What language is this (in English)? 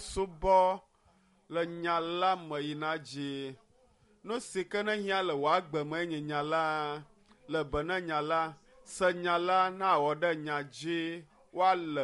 Ewe